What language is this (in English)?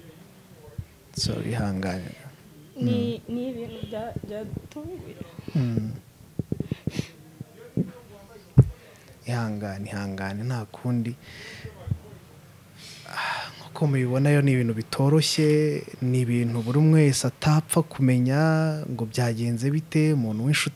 Kinyarwanda